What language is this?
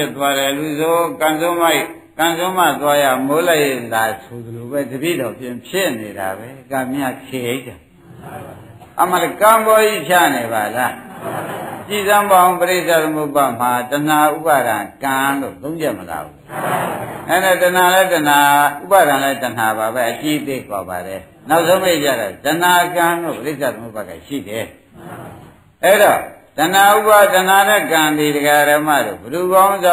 Burmese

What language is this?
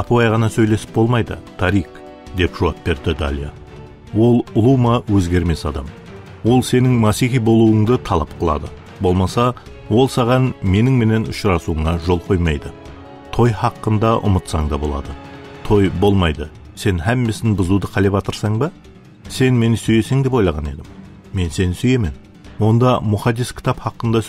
Kara-Kalpak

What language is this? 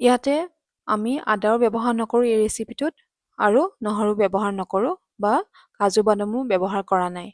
Assamese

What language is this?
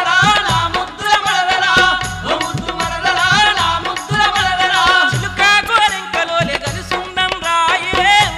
Telugu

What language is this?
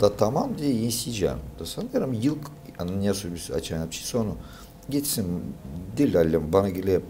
Gagauz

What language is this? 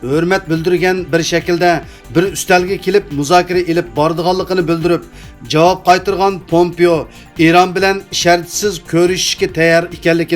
Uyghur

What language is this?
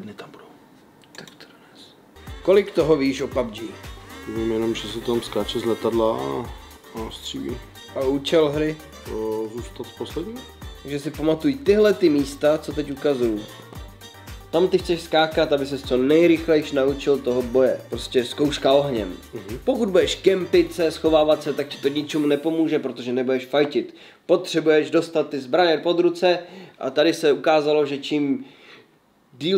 Czech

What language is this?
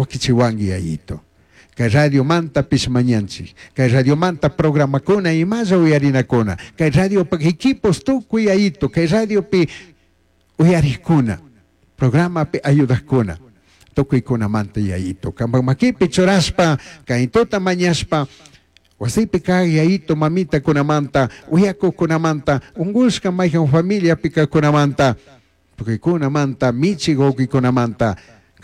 Chimborazo Highland Quichua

